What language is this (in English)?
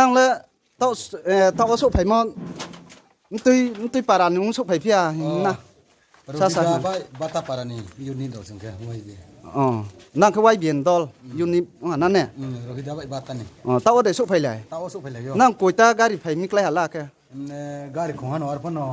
Riang (India)